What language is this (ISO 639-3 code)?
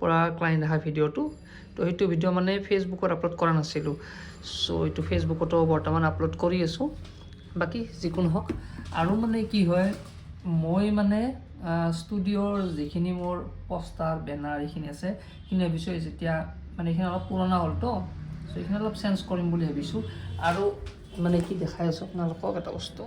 asm